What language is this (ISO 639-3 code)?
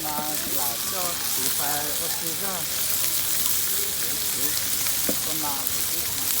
hmn